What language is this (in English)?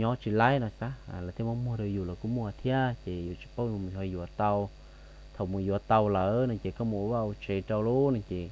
Hmong